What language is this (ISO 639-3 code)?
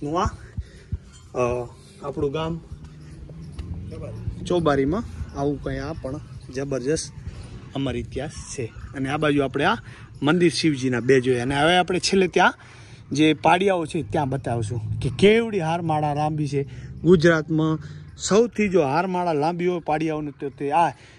guj